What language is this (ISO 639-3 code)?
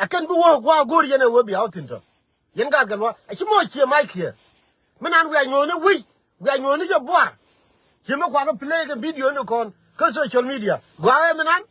nus